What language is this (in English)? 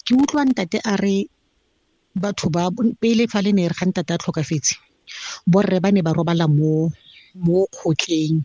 Tswana